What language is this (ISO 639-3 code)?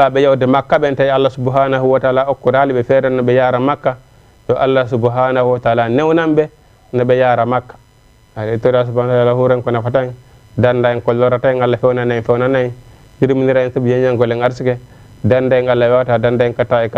ful